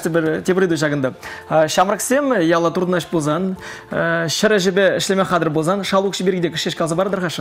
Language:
Chuvash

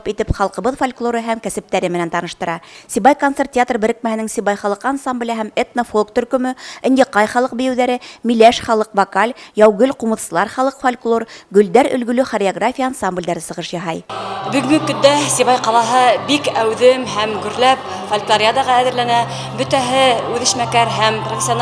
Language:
Bashkir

